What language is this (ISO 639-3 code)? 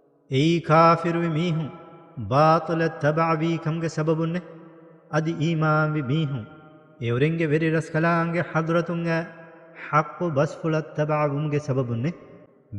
div